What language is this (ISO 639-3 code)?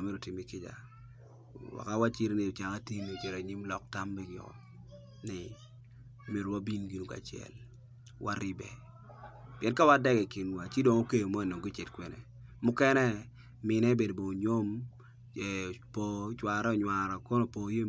ach